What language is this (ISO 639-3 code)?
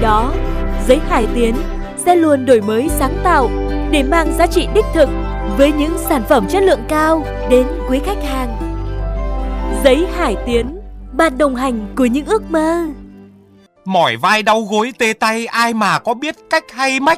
vie